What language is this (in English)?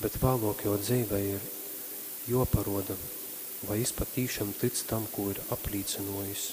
Latgalian